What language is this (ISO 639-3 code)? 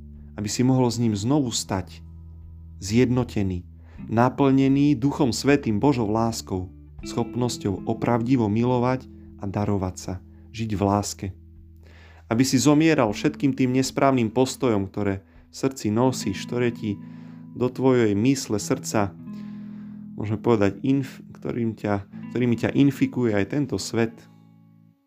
slk